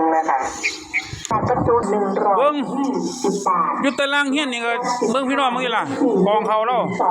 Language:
Northeastern Thai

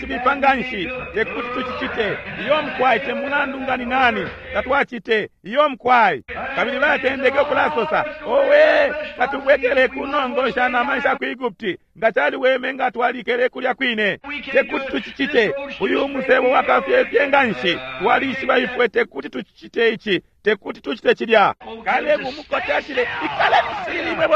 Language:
Bemba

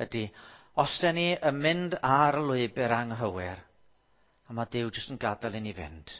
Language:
Welsh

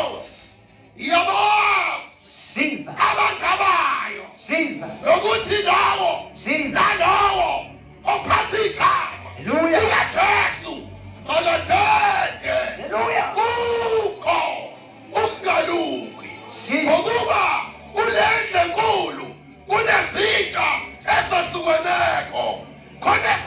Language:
Zulu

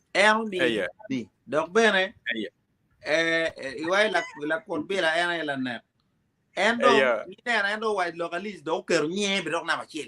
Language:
Acoli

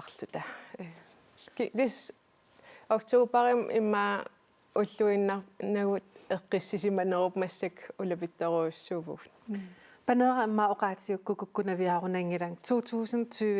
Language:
Kalaallisut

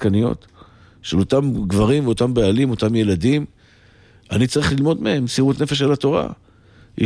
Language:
Hebrew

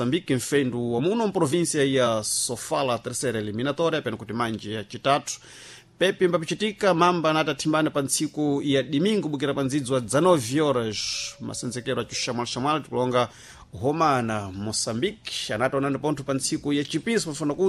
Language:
Sena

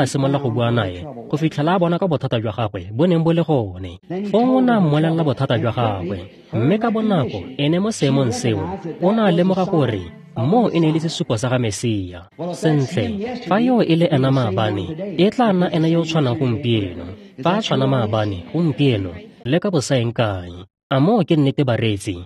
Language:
Tswana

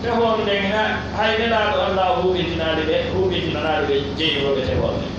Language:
Pular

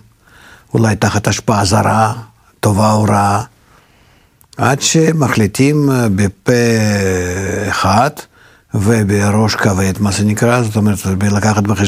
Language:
Hebrew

